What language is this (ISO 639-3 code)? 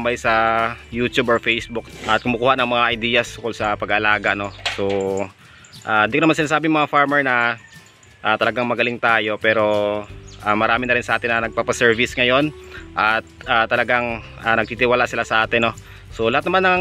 fil